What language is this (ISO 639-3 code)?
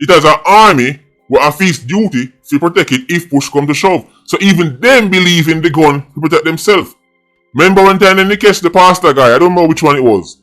jam